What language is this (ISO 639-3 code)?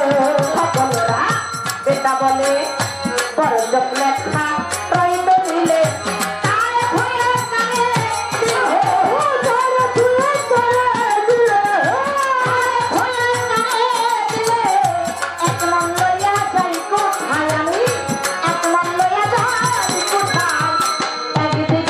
ben